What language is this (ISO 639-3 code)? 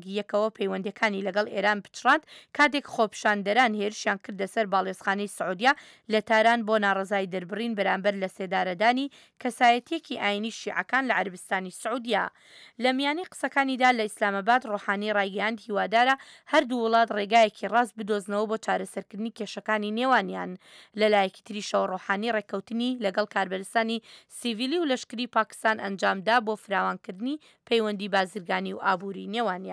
ckb